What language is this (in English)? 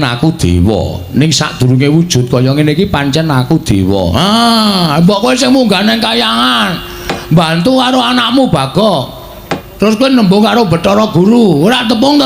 Javanese